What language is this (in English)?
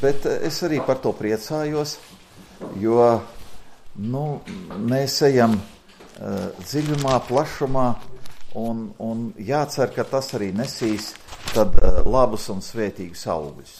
Latvian